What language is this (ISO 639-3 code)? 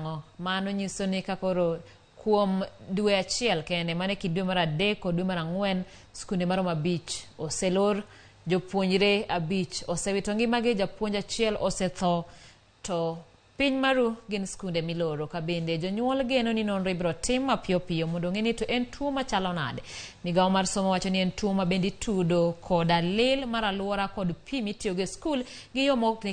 luo